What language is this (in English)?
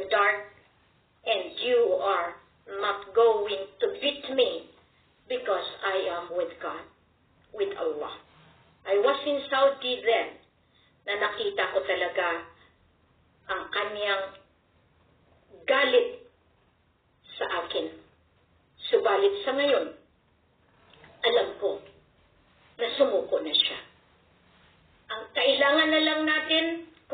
Filipino